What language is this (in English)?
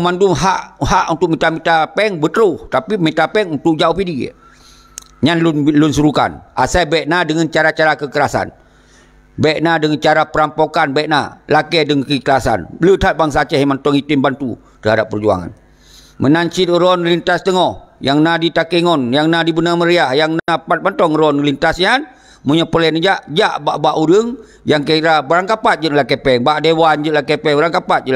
Achinese